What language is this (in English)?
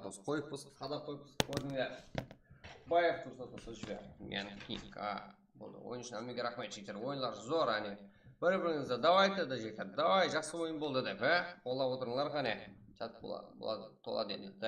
Kara-Kalpak